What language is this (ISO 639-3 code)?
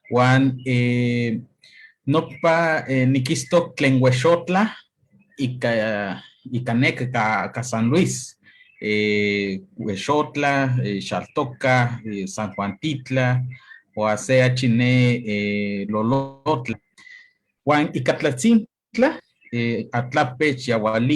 nhe